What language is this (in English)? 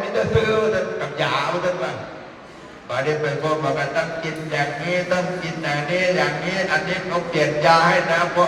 Northeastern Thai